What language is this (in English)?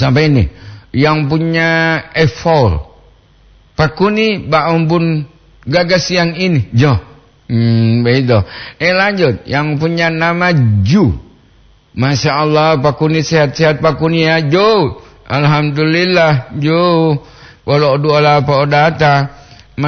Gorontalo